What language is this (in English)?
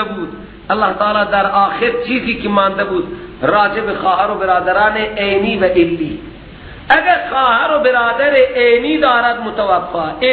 Persian